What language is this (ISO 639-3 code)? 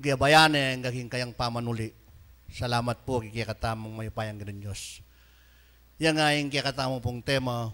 pam